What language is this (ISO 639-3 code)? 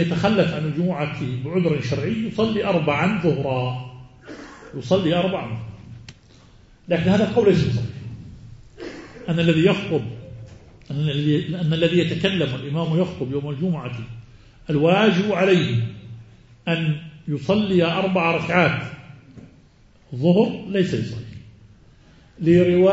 ara